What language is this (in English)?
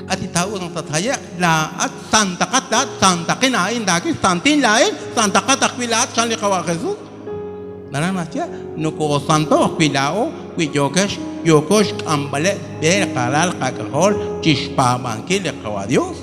Kekchí